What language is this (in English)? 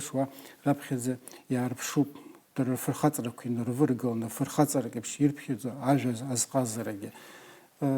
Abkhazian